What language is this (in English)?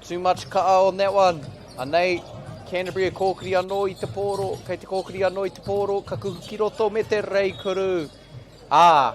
Māori